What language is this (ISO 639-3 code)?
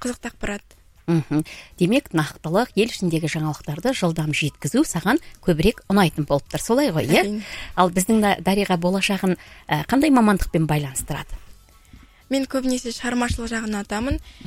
kaz